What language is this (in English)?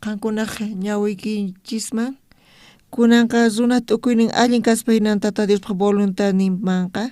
South Bolivian Quechua